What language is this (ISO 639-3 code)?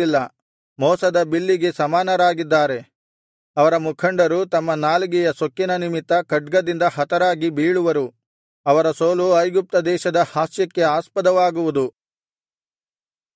kan